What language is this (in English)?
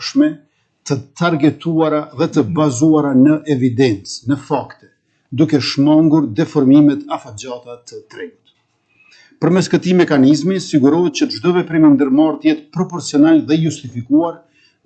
Albanian